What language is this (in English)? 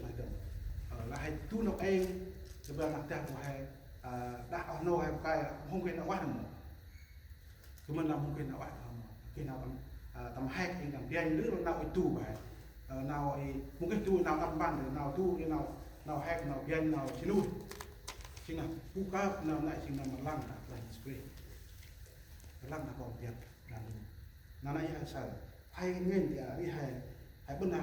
Central Mnong